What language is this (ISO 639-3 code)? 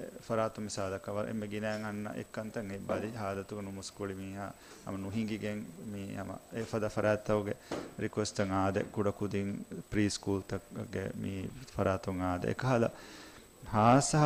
div